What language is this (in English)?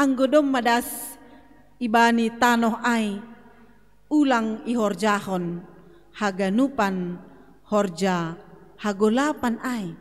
Batak Simalungun